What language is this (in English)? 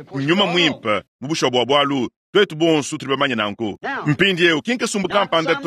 Luba-Lulua